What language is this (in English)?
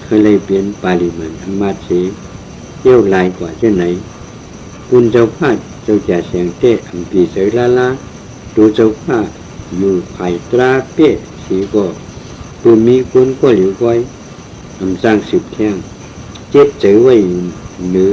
Shan